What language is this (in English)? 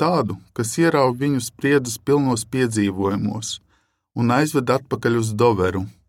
Latvian